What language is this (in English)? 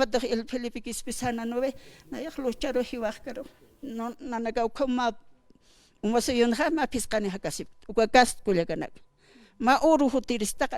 Aymara